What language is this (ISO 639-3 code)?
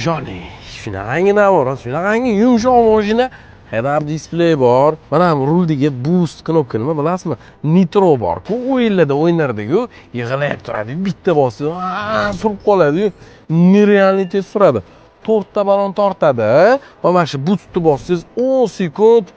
uzb